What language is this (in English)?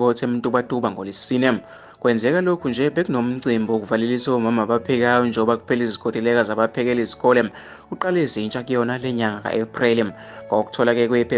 Zulu